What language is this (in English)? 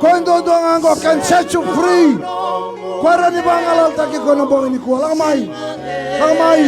Fijian